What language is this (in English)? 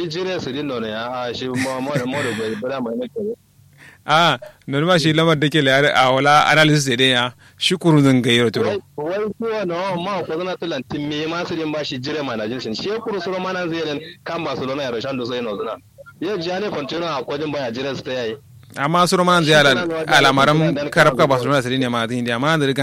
Kanuri